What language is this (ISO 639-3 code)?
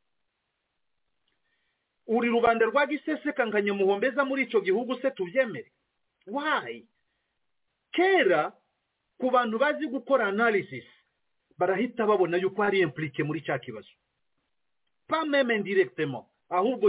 kin